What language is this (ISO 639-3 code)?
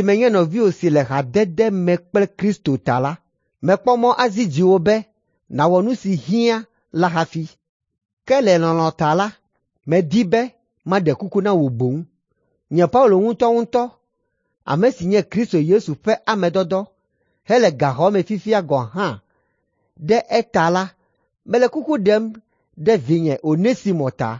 ewe